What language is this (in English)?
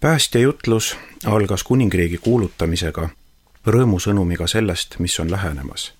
Estonian